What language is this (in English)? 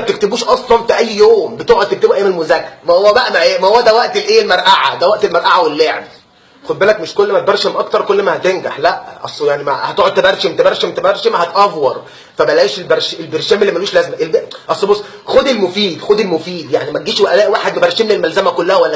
Egyptian Arabic